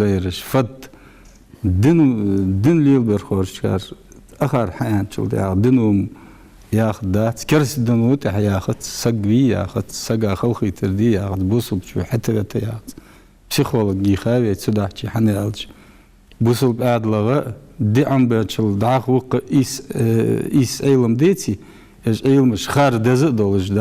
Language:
Ingush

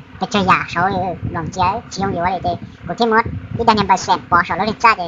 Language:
Hmong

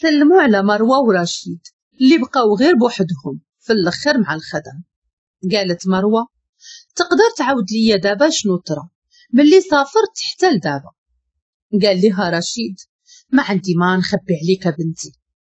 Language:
Moroccan Arabic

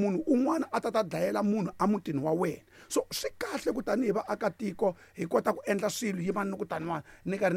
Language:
Tsonga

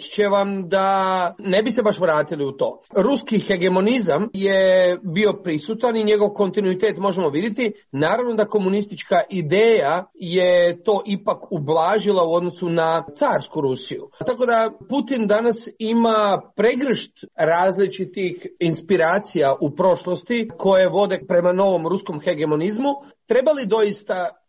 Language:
Croatian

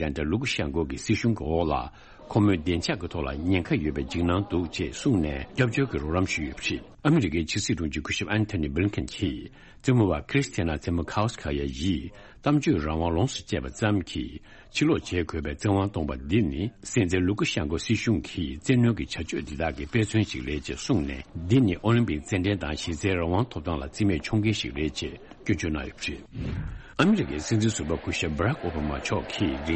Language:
Tibetan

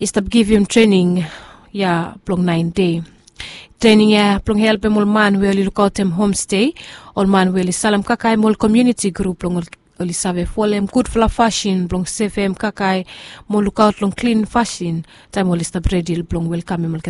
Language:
Bislama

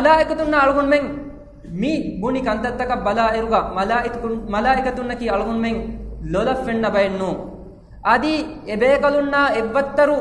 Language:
Divehi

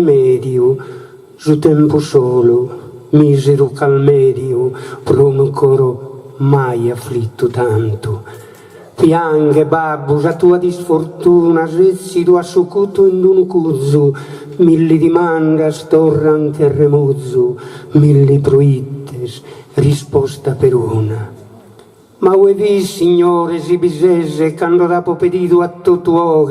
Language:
Sardinian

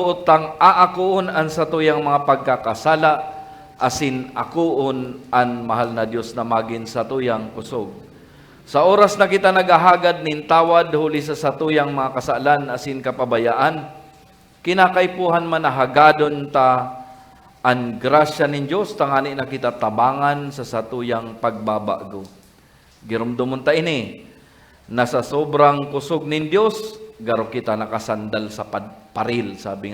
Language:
Bikol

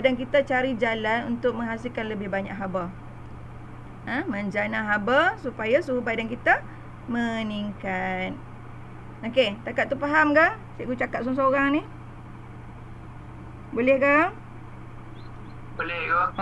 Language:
Malay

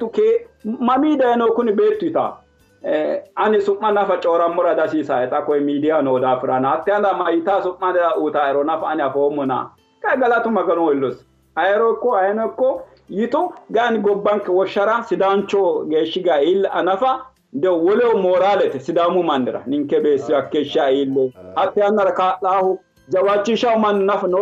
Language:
Sidamo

